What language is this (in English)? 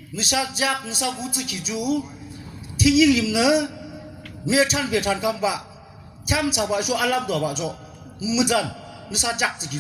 Yimchungru Naga